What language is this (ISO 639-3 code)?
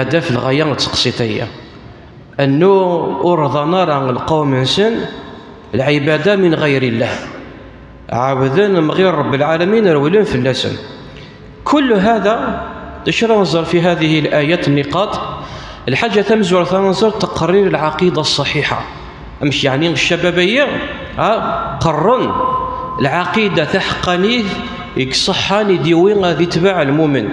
kab